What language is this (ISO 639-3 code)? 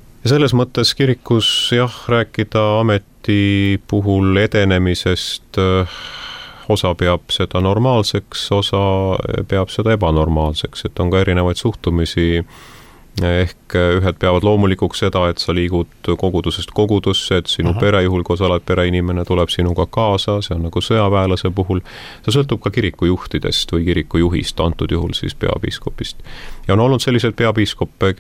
est